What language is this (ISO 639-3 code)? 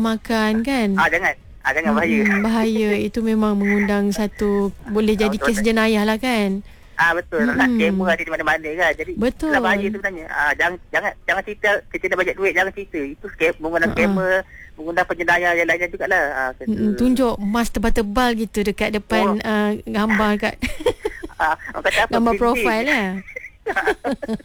msa